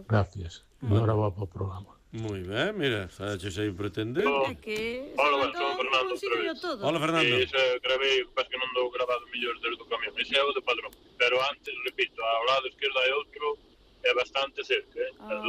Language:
Galician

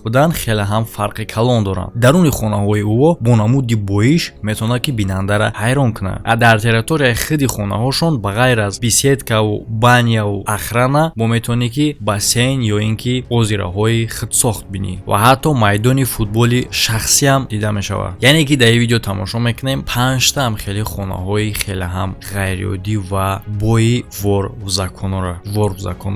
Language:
Tajik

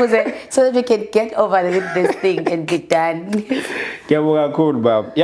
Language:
Zulu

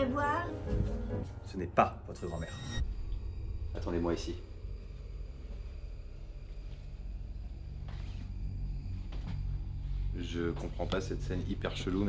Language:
French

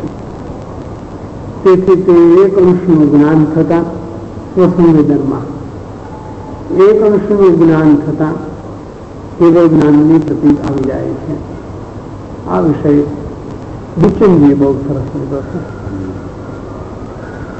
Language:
Gujarati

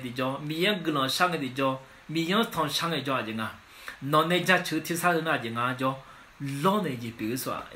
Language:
Akha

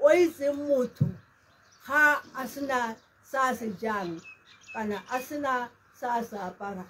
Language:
Tswana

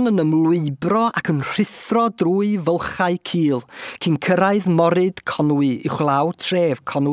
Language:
Welsh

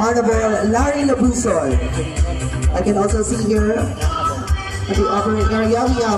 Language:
Hiligaynon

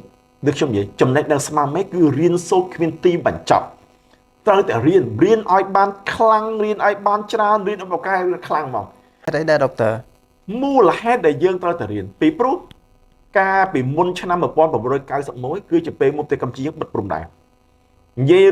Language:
Khmer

